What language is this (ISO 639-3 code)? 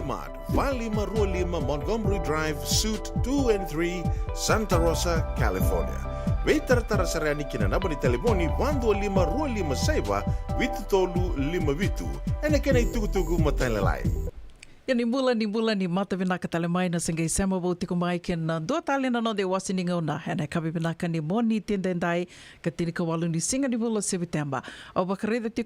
fij